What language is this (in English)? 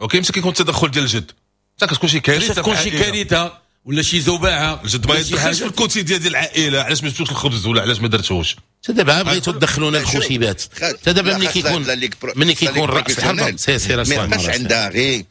Moroccan Arabic